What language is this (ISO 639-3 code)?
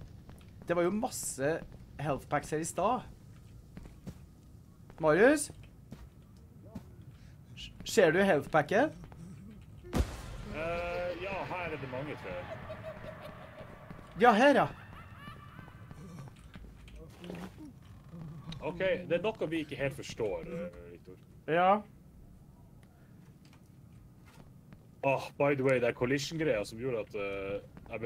nor